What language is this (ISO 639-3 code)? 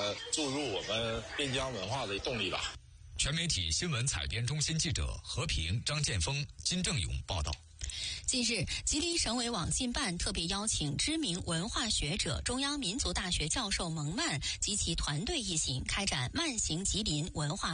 zho